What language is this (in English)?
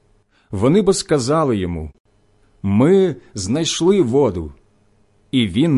Ukrainian